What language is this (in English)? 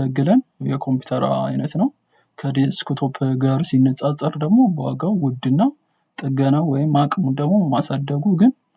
Amharic